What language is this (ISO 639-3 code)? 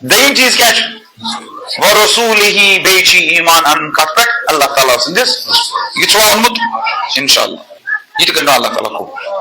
kas